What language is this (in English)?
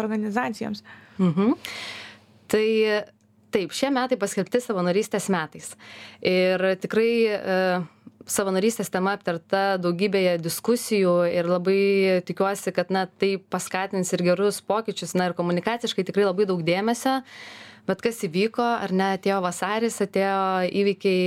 Lithuanian